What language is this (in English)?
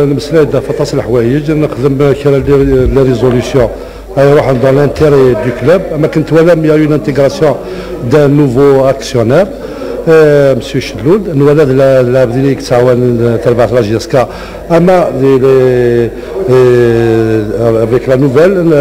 Kabyle